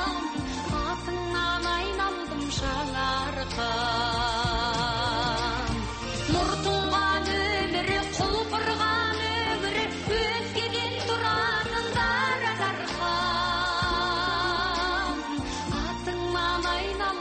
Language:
Kazakh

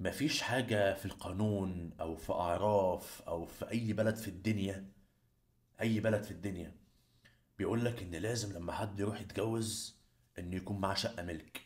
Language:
Egyptian Arabic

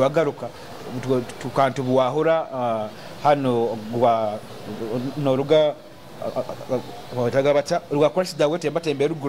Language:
Nyoro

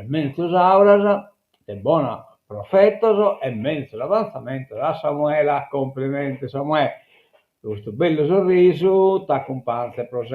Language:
Sardinian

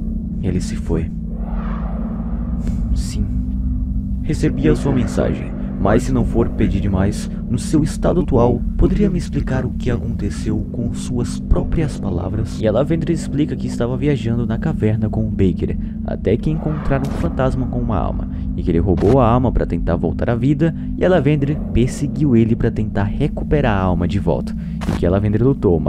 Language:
Portuguese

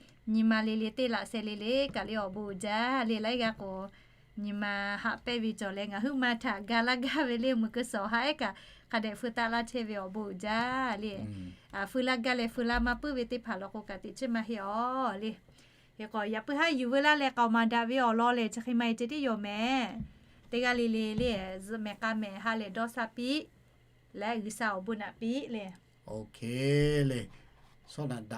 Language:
Lahu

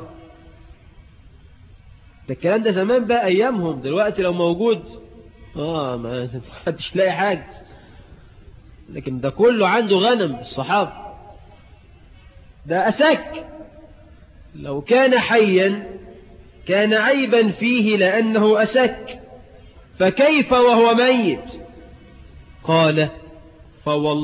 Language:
Egyptian Arabic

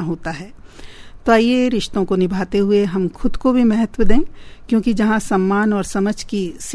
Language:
Hindi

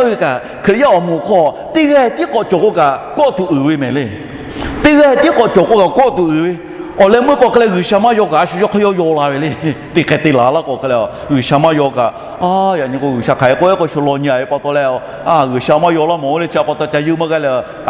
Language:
Lahu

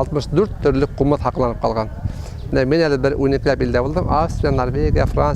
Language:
Bashkir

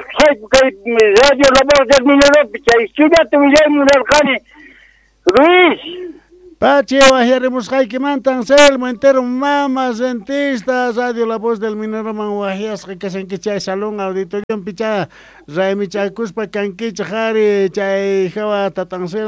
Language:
Quechua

